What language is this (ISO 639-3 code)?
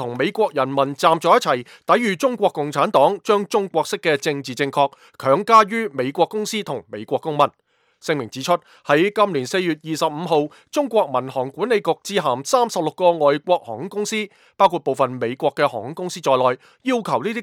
yue